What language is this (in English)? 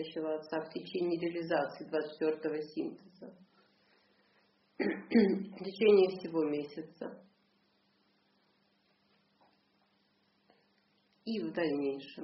Russian